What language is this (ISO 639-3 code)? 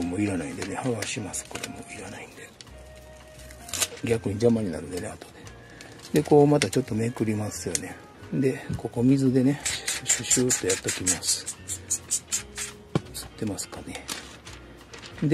jpn